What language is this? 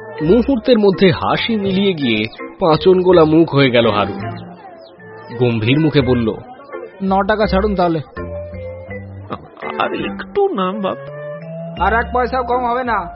Bangla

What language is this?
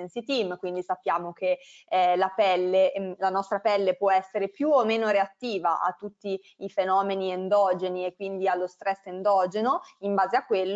Italian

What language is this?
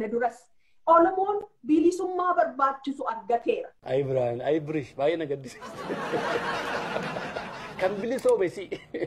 Oromo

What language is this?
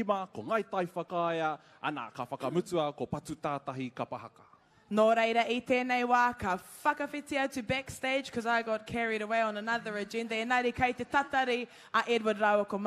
Māori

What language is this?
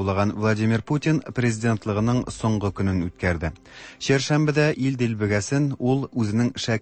Tatar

